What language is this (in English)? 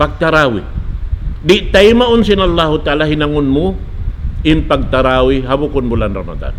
Tausug